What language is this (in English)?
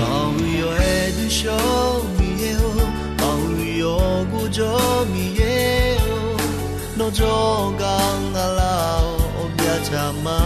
Akha